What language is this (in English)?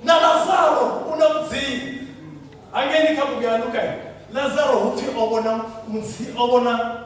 Venda